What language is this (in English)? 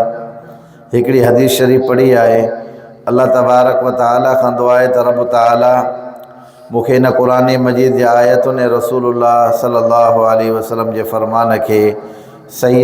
Sindhi